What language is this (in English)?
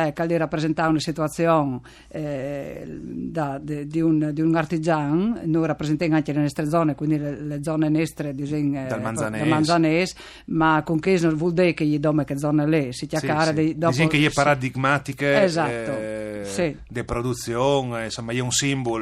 Friulian